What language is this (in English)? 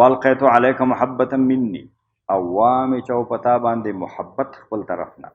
Pashto